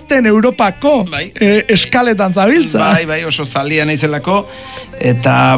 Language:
Basque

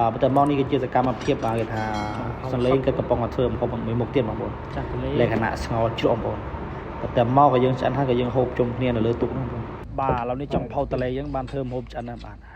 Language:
Khmer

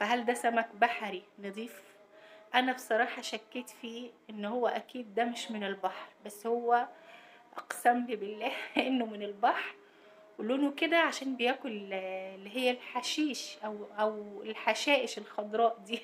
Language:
Egyptian Arabic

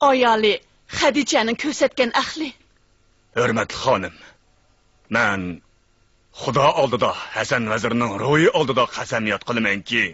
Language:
Uyghur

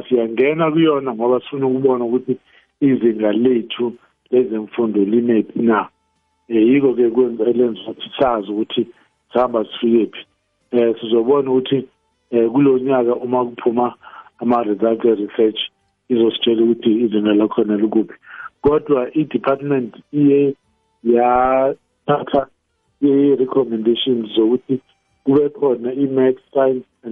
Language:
South Ndebele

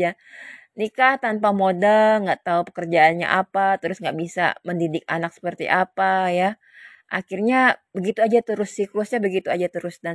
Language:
Indonesian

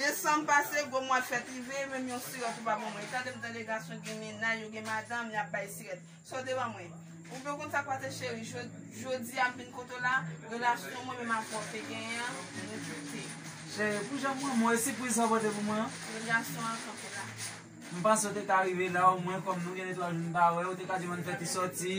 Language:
Haitian Creole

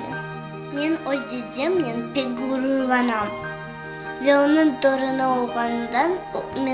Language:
Crimean Tatar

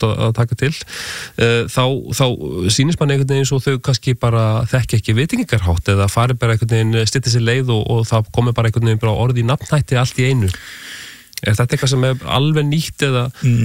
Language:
Icelandic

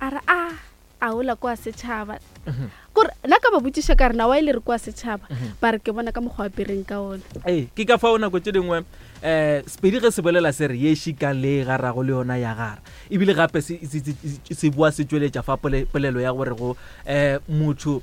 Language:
Northern Sotho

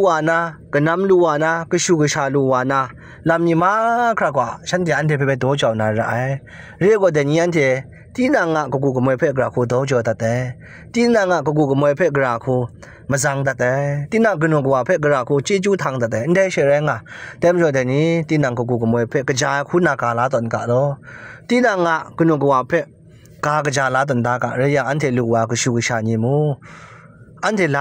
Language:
Kachin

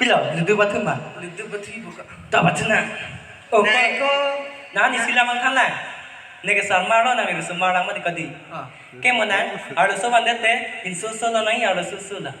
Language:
Karbi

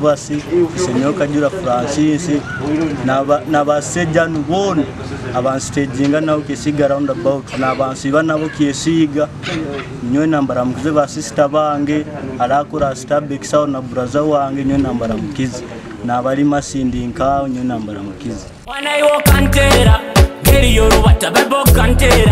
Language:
Nyoro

